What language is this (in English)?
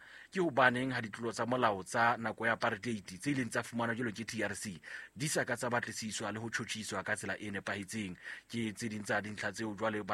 Southern Sotho